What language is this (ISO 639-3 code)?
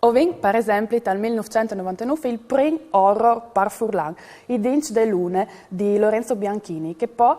fur